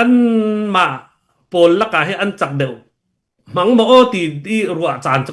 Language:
Falam Chin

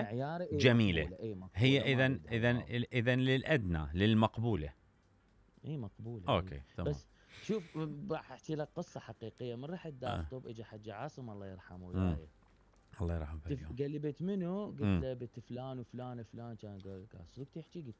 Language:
Mesopotamian Arabic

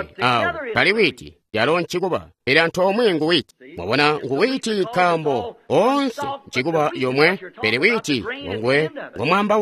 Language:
Tonga (Zambia)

